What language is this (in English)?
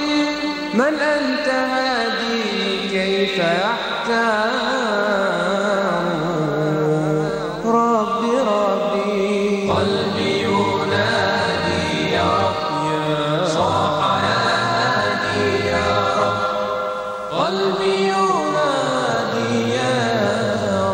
Bosnian